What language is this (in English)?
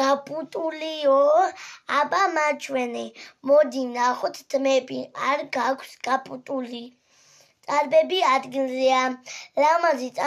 Georgian